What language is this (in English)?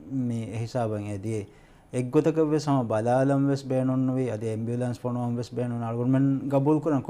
Divehi